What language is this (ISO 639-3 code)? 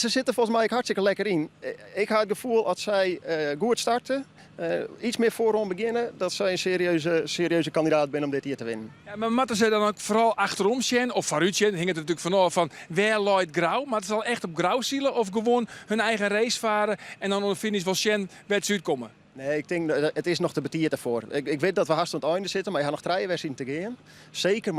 fry